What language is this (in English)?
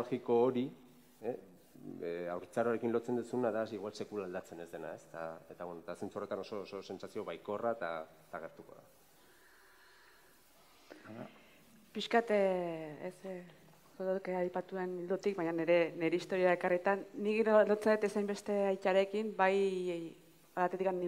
Basque